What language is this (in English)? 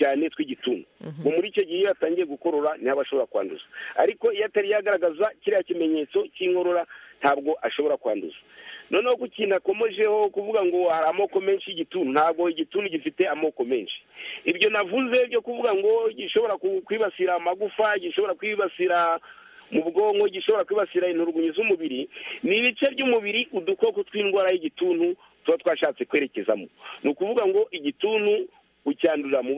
Kinyarwanda